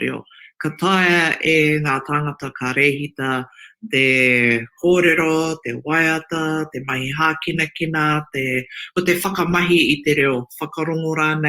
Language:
Māori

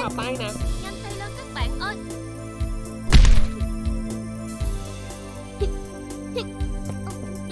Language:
Vietnamese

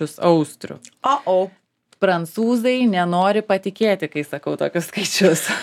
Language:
Lithuanian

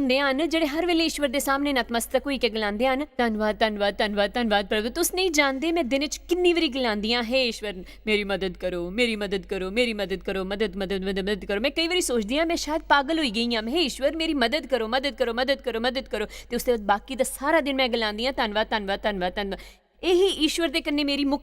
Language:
Dogri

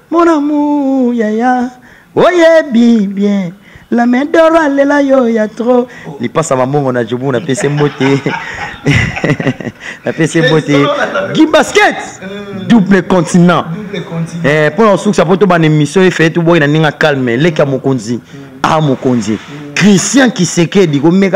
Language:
Lingala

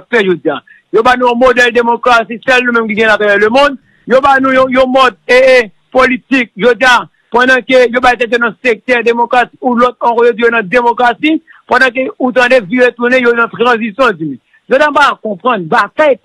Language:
Haitian Creole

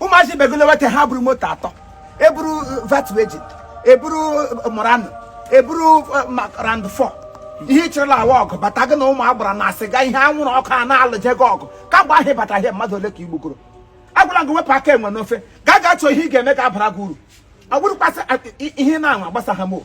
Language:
Igbo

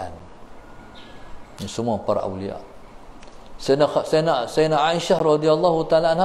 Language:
Malay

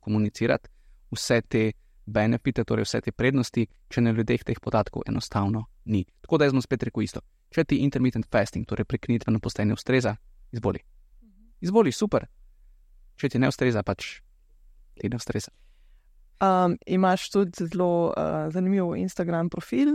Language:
Slovenian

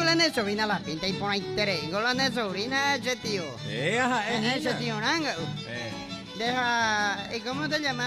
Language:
Guarani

